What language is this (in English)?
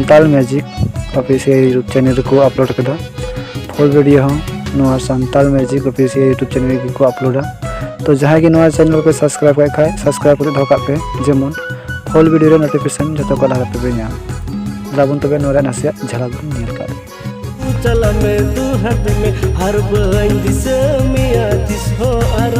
Santali